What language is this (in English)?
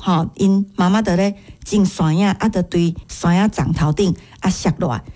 Min Nan Chinese